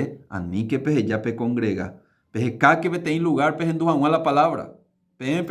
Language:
Guarani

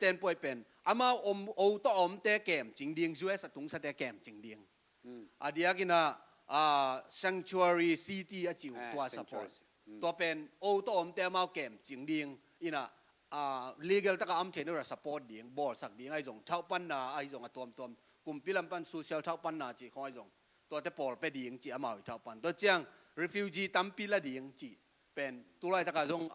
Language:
Tedim Chin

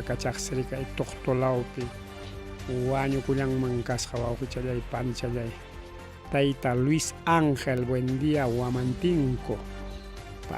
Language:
Ayacucho Quechua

